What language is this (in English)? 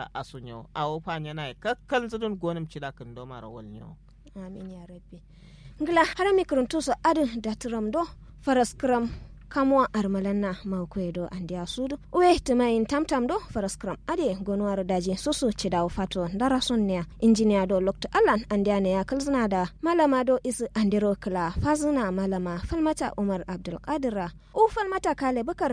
Kanuri